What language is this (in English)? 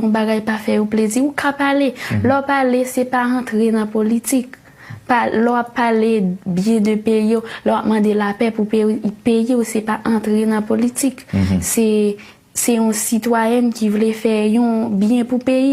Haitian Creole